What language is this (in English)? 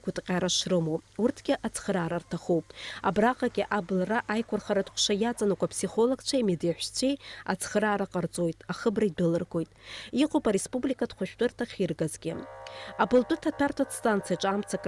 Abkhazian